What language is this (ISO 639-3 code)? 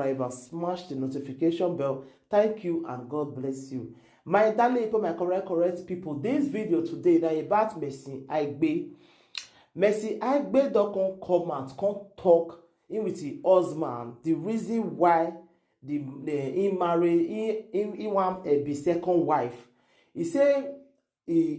pcm